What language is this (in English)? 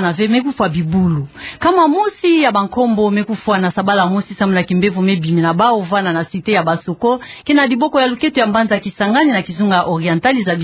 Kituba (Democratic Republic of Congo)